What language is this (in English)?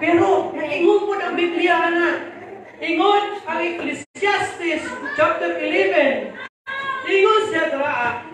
Cebuano